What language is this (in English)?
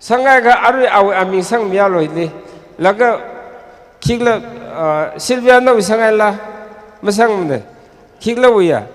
Tangkhul Naga (India)